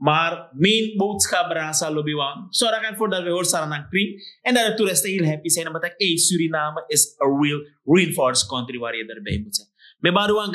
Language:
Sranan Tongo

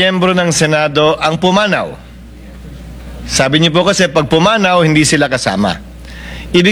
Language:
Filipino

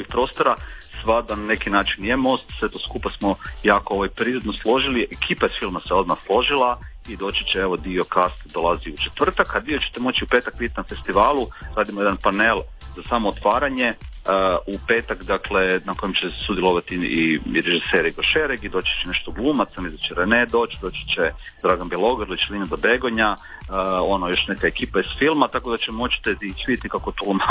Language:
Croatian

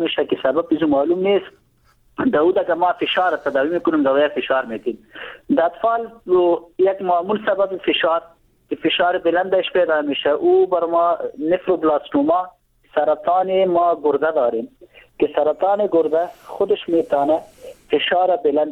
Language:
Persian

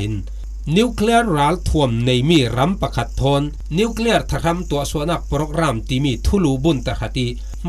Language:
Falam Chin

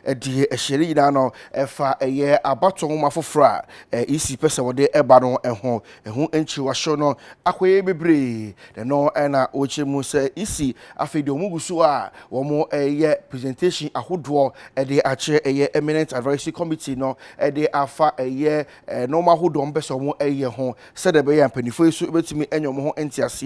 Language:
Akan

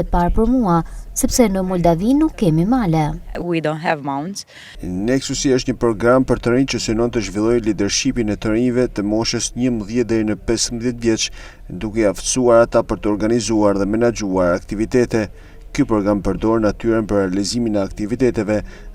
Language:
Albanian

